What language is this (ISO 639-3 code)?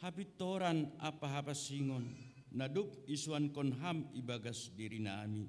bts